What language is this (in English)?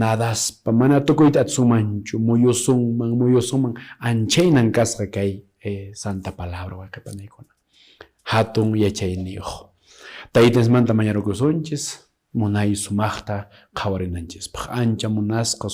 Quechua